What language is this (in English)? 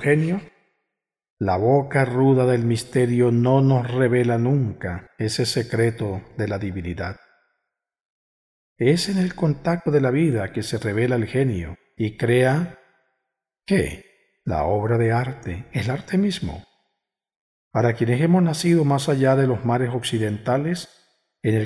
Spanish